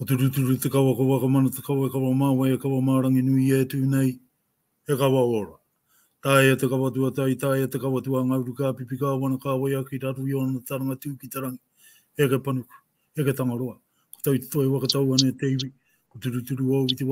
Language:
Māori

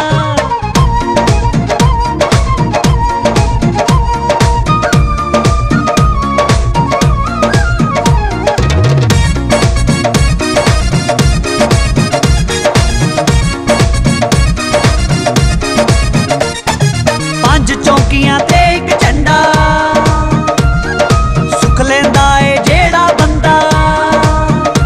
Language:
Punjabi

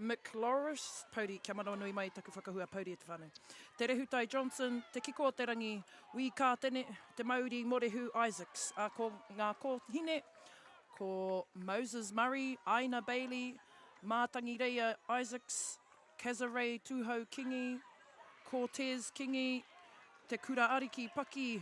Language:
Māori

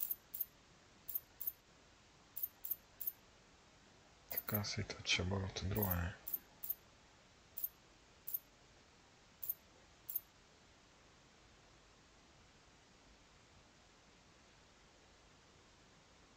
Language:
Slovak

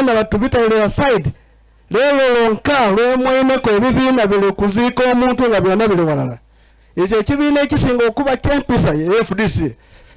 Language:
Soga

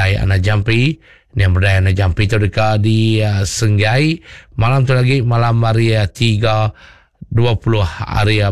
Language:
Iban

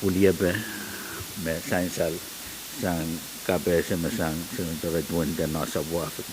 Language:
Pohnpeian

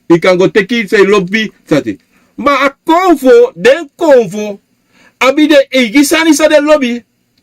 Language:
Sranan Tongo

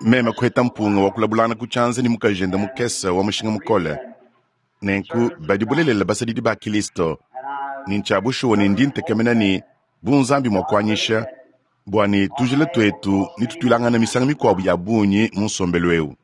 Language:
Luba-Lulua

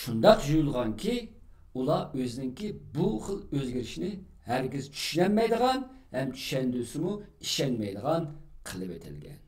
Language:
Uyghur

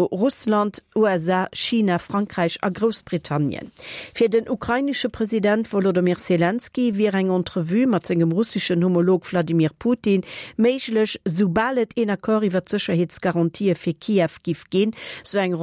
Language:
Luxembourgish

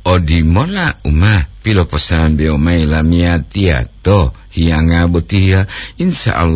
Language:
Gorontalo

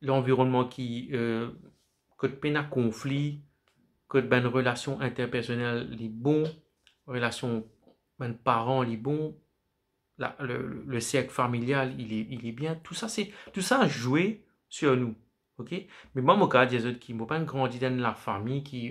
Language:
Morisyen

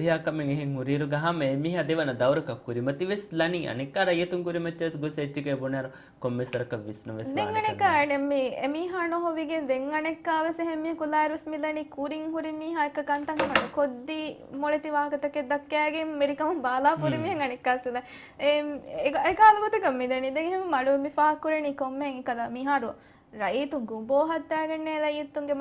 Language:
Divehi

